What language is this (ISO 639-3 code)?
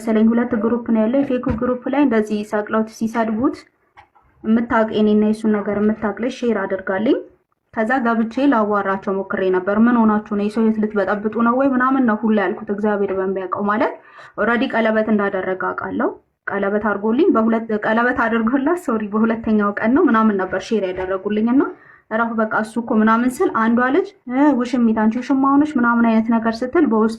amh